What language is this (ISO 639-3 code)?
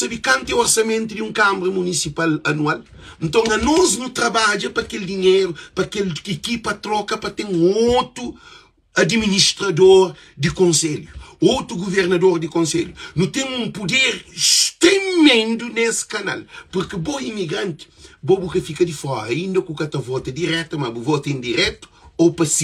kea